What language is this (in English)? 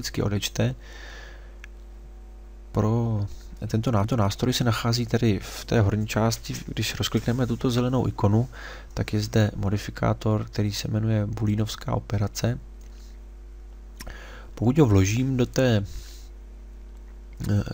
Czech